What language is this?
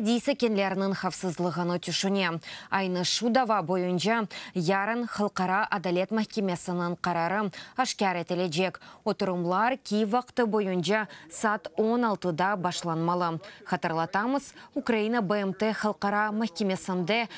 Crimean Tatar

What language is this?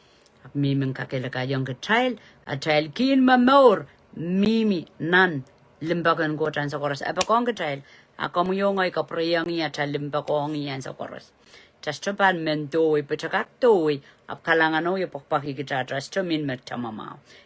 Pohnpeian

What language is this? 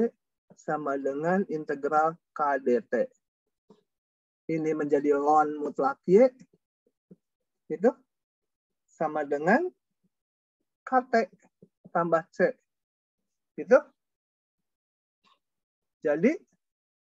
Indonesian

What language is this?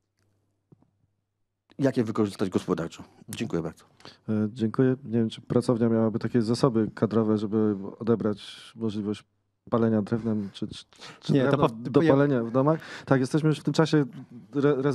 Polish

